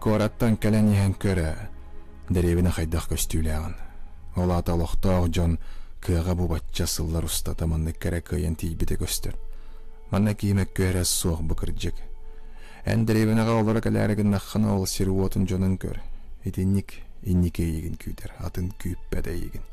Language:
Yakut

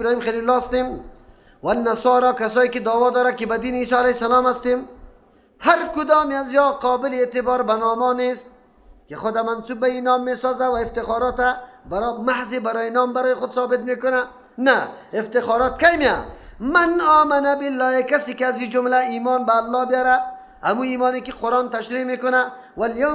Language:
Persian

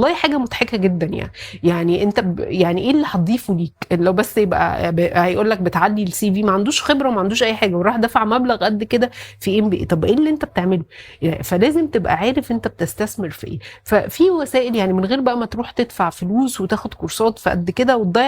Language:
Egyptian Arabic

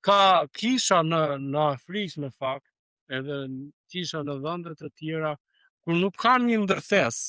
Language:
Albanian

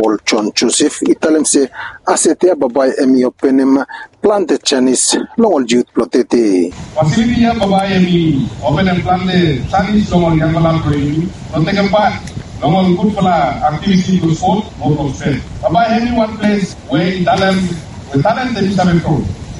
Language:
Bislama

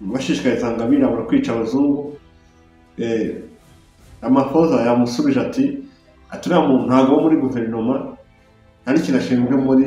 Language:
Kinyarwanda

